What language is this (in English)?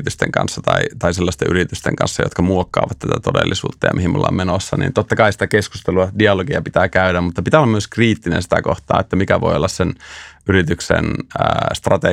Finnish